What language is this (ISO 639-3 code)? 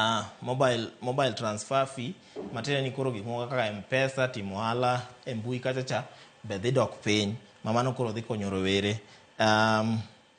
luo